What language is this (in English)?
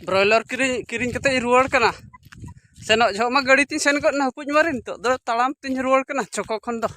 Santali